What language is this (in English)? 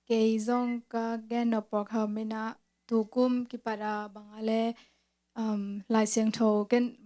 Tedim Chin